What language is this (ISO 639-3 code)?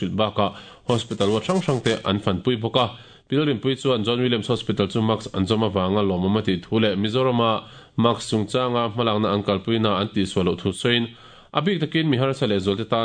lus